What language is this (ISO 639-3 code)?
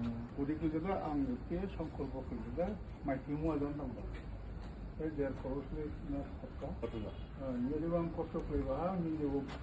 dis